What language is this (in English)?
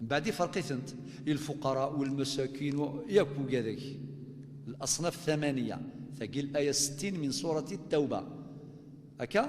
Kabyle